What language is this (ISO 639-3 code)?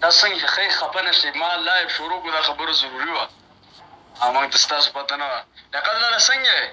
pus